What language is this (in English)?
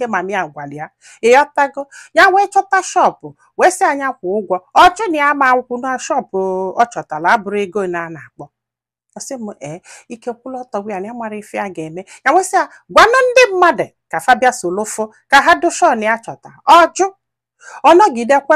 Igbo